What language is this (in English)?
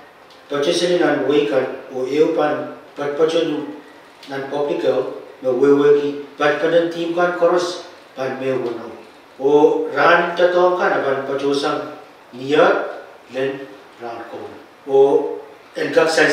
Pohnpeian